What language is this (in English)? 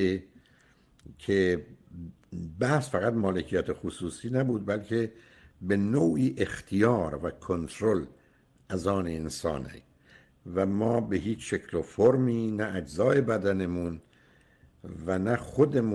Persian